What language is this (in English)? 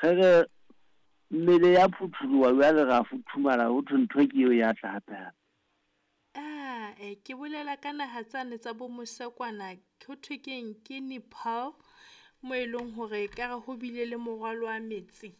Southern Sotho